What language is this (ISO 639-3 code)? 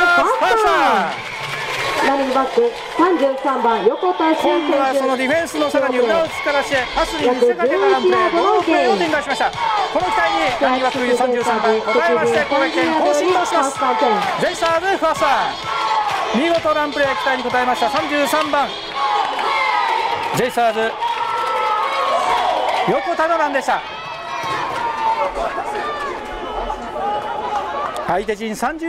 jpn